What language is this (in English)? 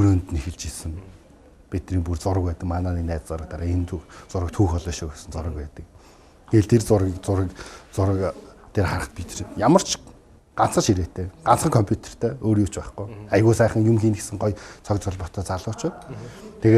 Mongolian